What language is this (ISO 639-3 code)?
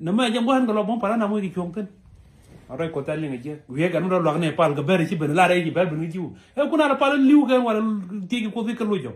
nus